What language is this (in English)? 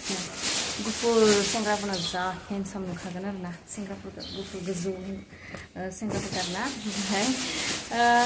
Bodo